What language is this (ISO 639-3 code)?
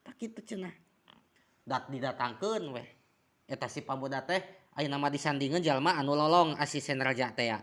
sun